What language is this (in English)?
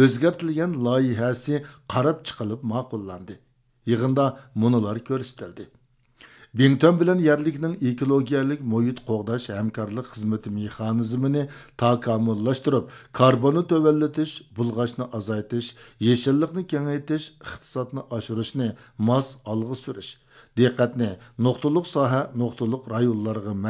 Uyghur